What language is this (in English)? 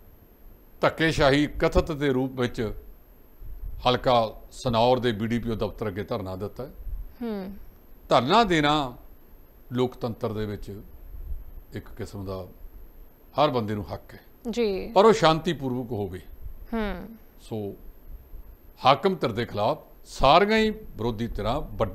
Punjabi